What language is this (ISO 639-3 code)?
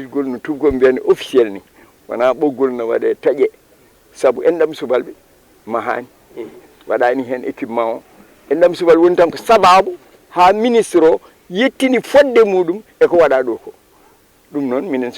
ful